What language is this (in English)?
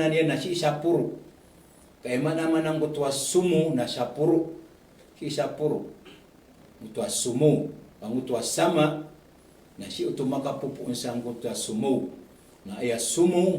Maranao